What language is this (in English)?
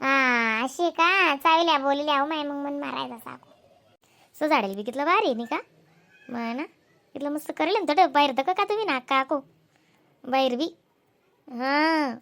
Khandesi